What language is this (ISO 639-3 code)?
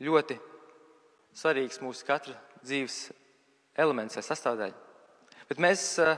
lav